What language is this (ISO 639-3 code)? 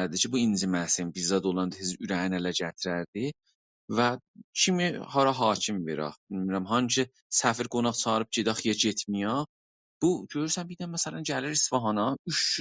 azb